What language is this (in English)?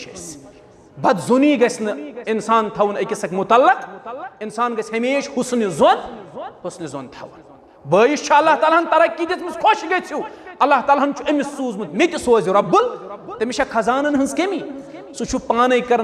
Kashmiri